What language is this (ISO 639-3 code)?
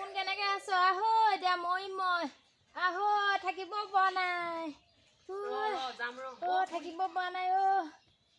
asm